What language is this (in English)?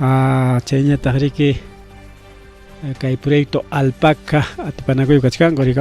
Ayacucho Quechua